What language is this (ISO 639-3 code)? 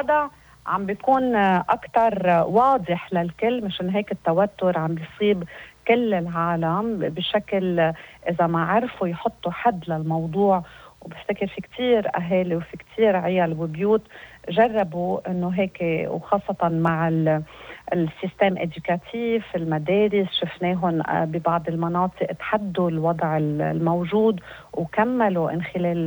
apc